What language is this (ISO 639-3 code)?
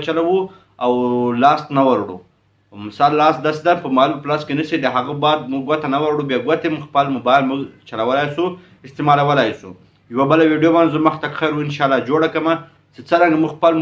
pus